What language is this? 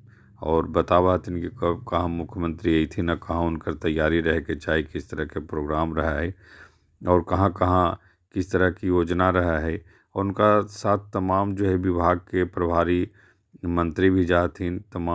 Magahi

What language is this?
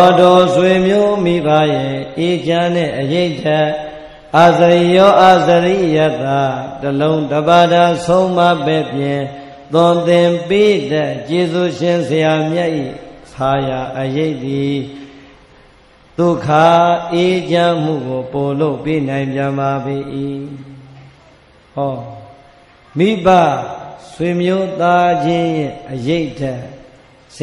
Burmese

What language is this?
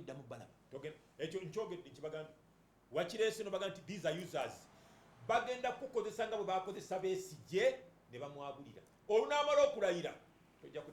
Ganda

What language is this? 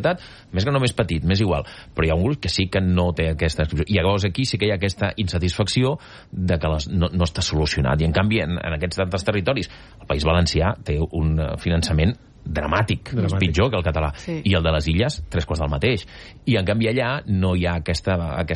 Catalan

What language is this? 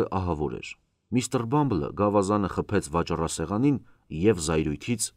Armenian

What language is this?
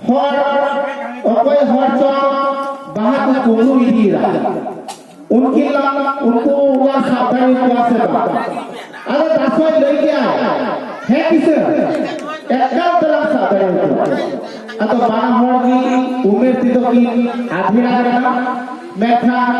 Santali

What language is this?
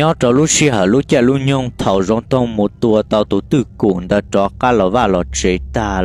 Hmong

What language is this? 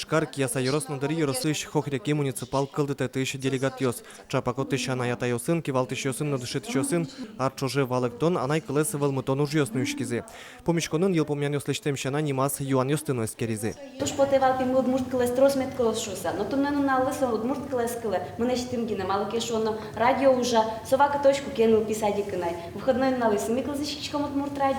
Udmurt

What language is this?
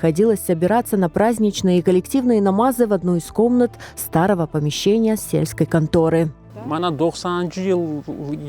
Crimean Tatar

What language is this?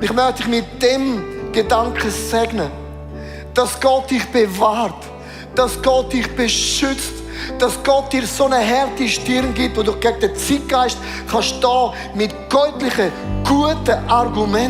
Swiss German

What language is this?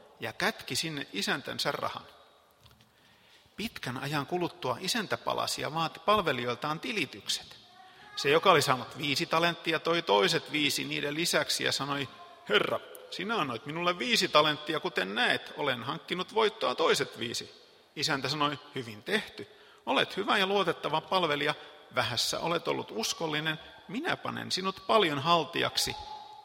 Finnish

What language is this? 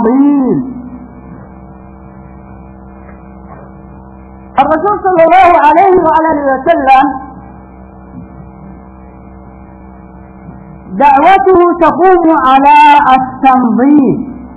Arabic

